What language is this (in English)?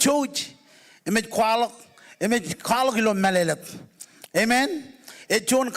Marshallese